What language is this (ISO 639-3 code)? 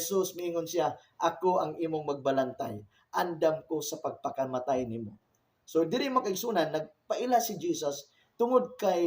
ceb